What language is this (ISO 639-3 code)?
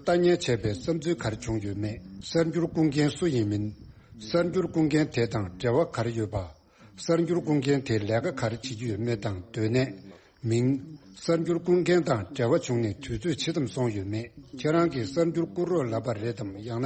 bod